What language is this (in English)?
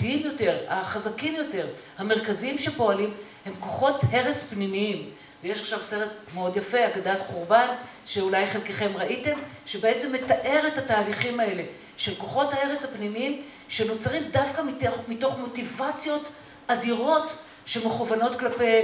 Hebrew